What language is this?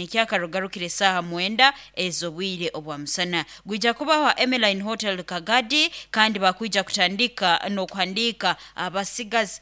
Nyoro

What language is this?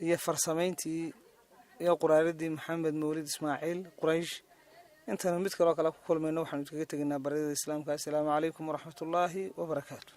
Somali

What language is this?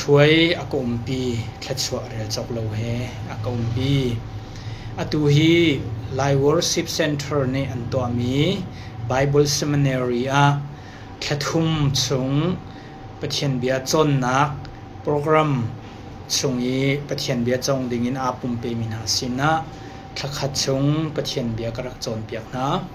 Hakha Chin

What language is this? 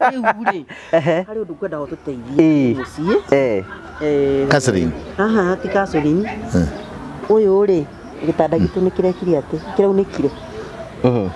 Kikuyu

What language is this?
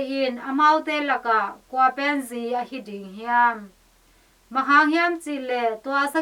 Tedim Chin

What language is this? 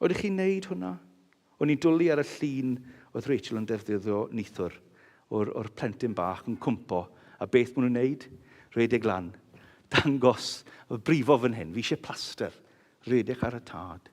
Welsh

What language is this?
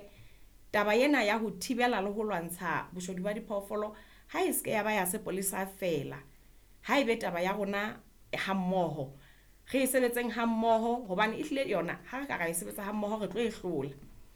Southern Sotho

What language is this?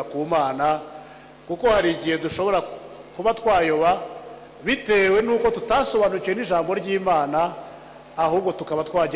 Kinyarwanda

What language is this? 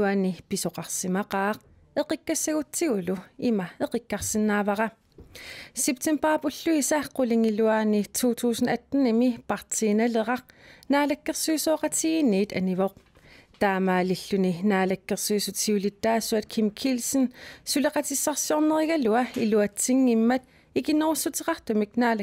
Kalaallisut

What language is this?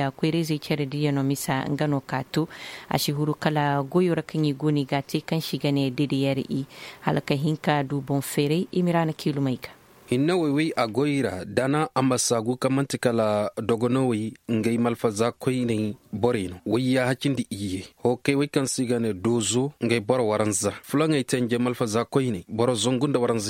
Koyraboro Senni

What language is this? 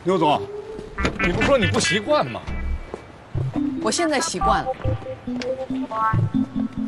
Chinese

